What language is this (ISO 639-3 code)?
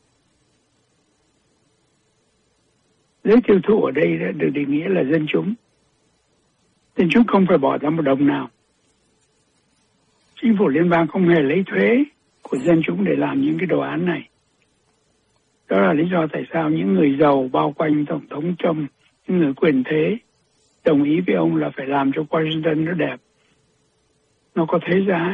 vie